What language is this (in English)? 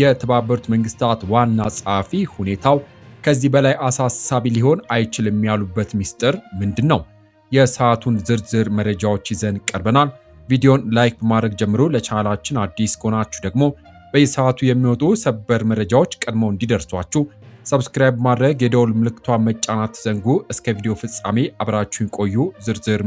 Amharic